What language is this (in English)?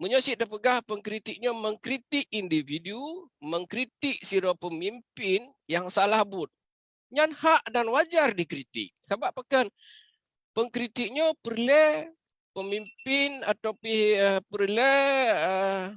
Achinese